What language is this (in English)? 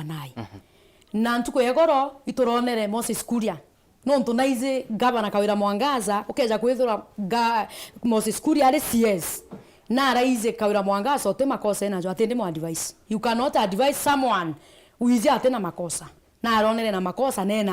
Meru